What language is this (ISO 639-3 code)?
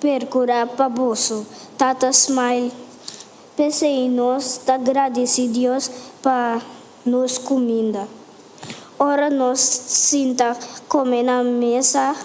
pap